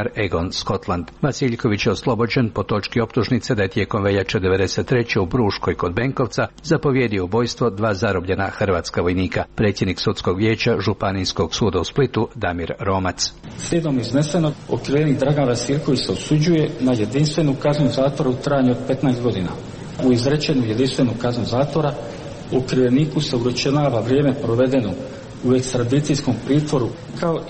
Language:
Croatian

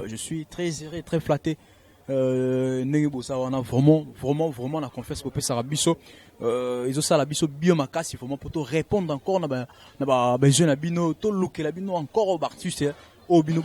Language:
Lingala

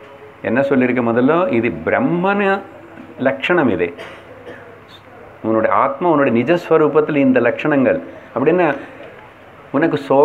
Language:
Tamil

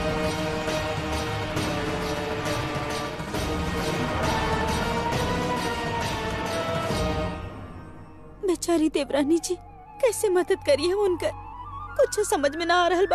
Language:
Bhojpuri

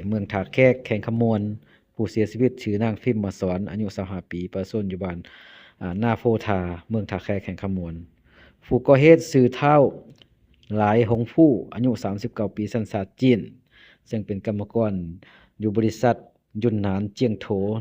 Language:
Lao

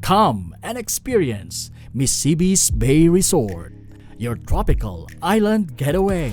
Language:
Bikol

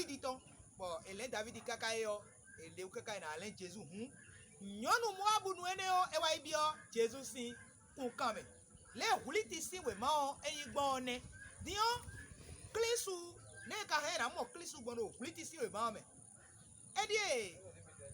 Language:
Fon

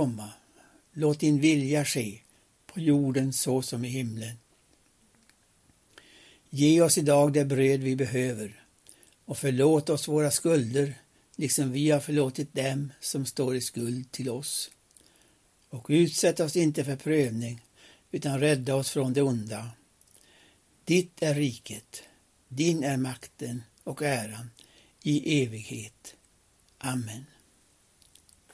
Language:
Swedish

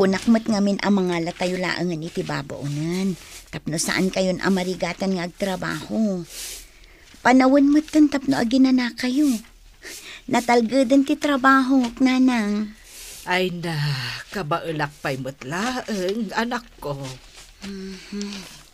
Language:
Iloko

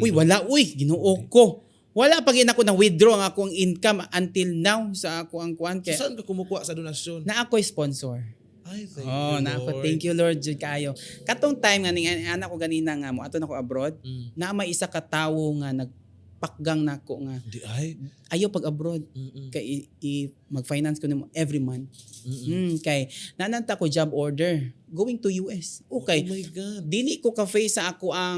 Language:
Cebuano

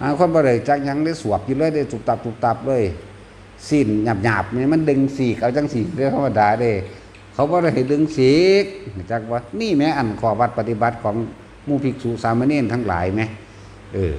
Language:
Northeastern Thai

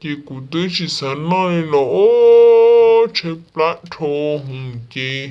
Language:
Hmong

